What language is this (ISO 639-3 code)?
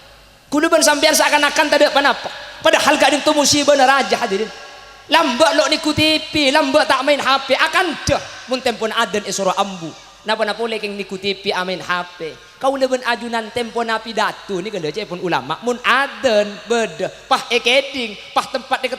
mad